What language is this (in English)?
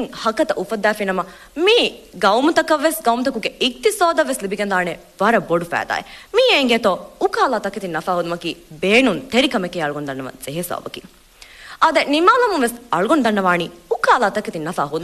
Divehi